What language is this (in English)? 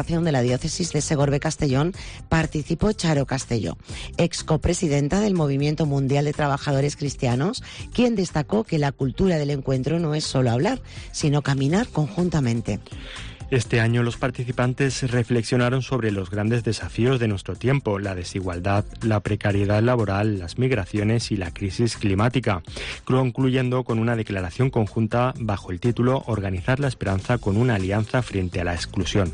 Spanish